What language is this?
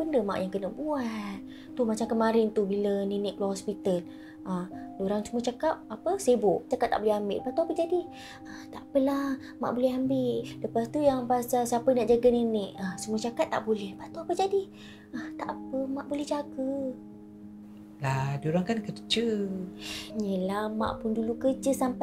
Malay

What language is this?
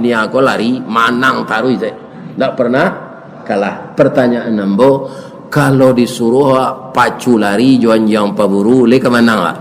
Minangkabau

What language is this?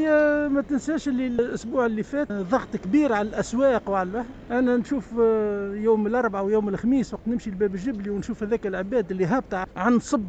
Tunisian Arabic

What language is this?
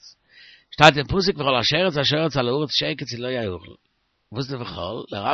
Yiddish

